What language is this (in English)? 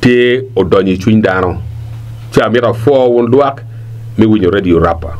Acoli